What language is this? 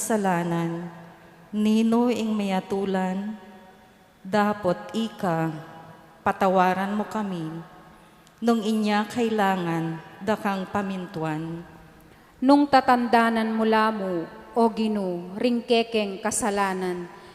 Pampanga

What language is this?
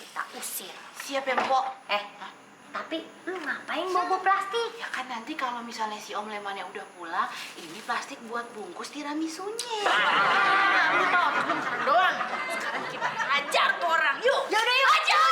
Betawi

